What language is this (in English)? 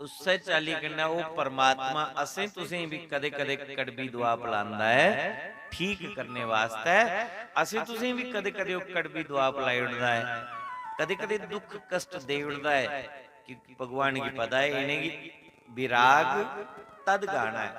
Dogri